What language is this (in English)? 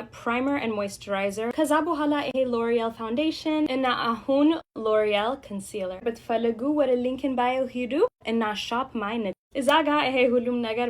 Amharic